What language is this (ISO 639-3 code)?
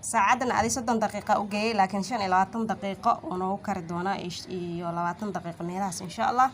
som